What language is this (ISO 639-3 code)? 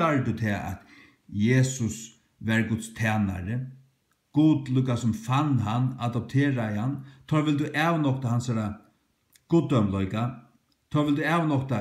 fao